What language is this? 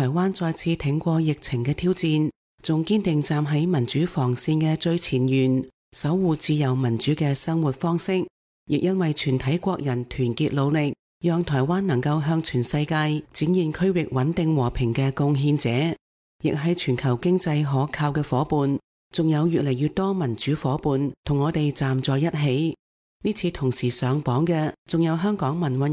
Cantonese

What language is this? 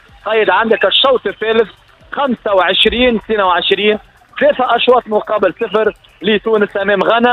Tunisian Arabic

